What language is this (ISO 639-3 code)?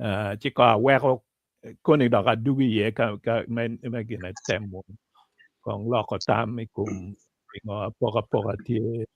ach